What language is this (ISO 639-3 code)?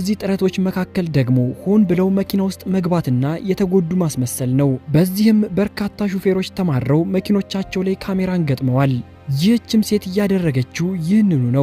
amh